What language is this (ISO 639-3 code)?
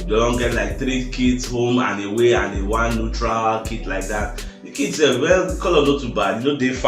pcm